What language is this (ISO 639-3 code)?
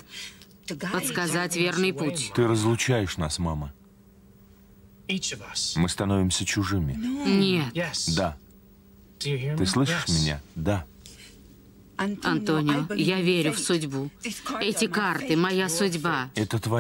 rus